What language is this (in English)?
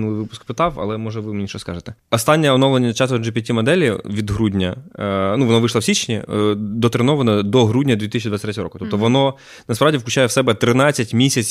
Ukrainian